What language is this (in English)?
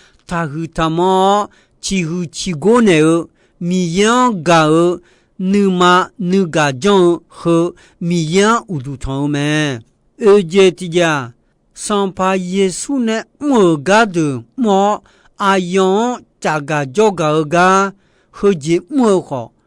Akha